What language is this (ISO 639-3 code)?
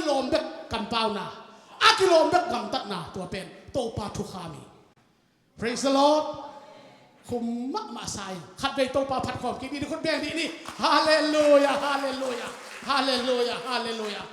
ctd